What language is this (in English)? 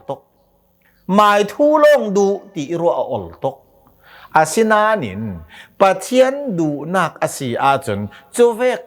Hakha Chin